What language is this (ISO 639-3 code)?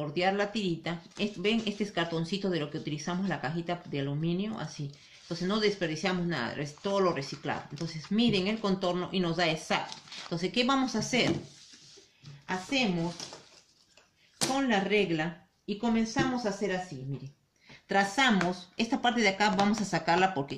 spa